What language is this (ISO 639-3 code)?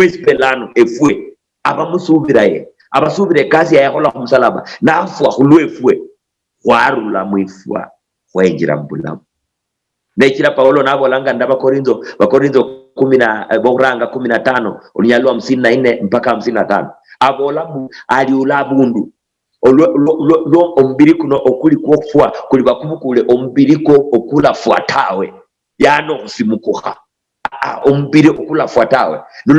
luy